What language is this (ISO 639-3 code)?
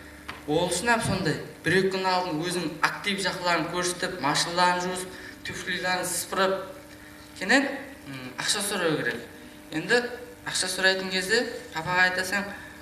kaa